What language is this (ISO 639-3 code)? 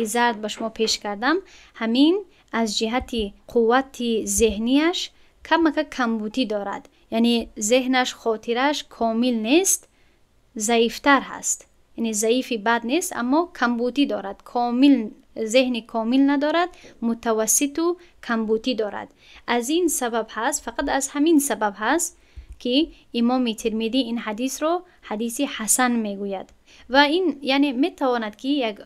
tgk